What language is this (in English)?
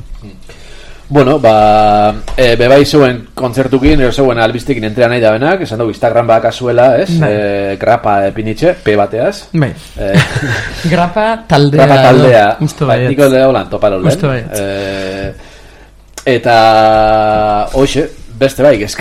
Basque